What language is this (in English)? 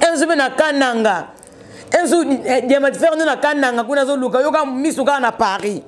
Lingala